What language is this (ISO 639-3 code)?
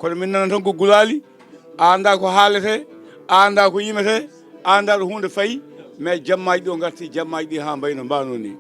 ful